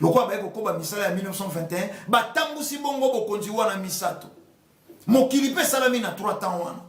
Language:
Lingala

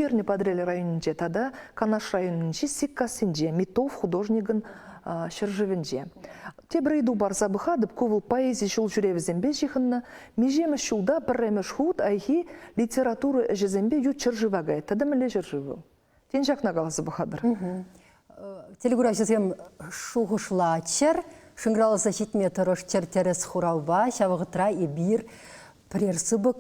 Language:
Chuvash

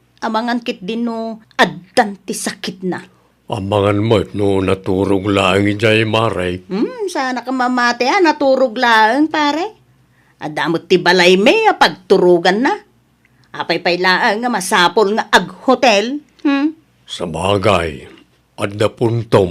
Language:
Iloko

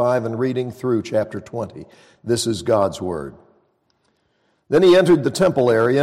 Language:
English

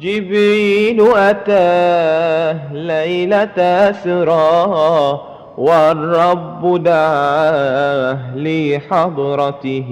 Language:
Madurese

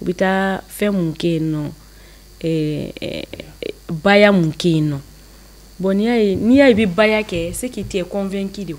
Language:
Bambara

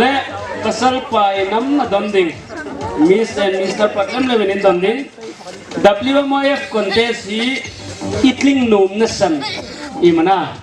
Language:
Hmar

